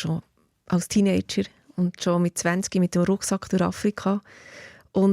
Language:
Swiss German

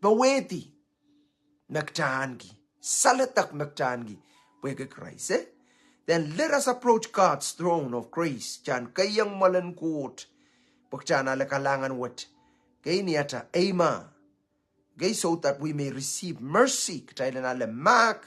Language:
Pohnpeian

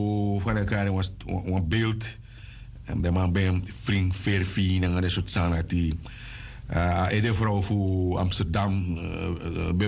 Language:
Sranan Tongo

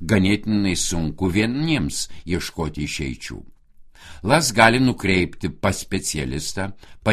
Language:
Lithuanian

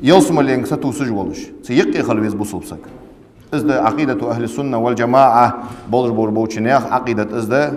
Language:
Ingush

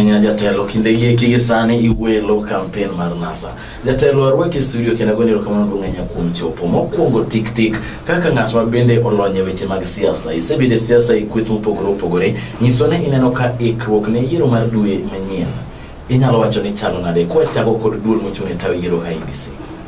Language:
Luo (Kenya and Tanzania)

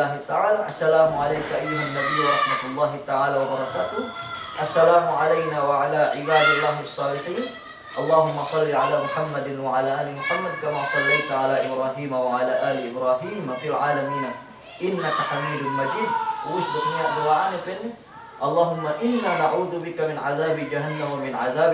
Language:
Yakan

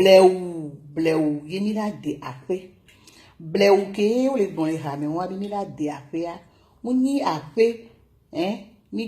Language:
Ewe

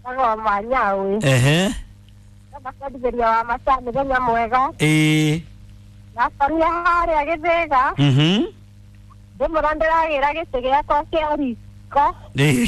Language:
Kikuyu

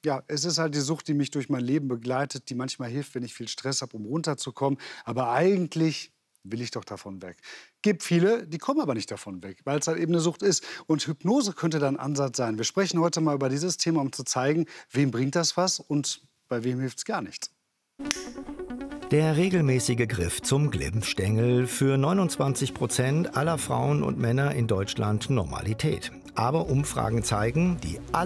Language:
German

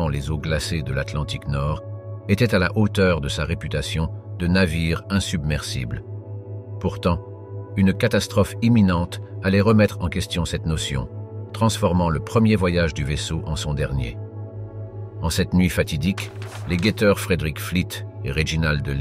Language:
French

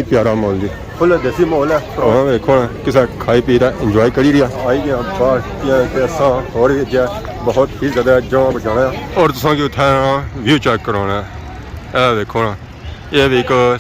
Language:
Pahari-Potwari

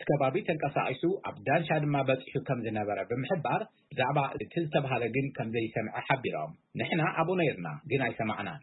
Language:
Tigrinya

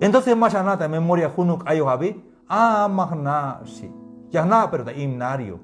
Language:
Tzeltal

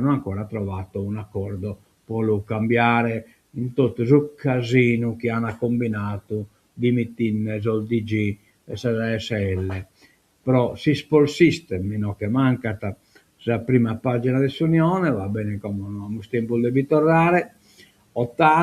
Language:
Sardinian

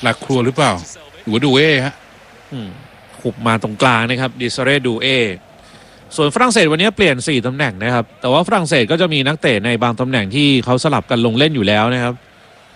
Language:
Thai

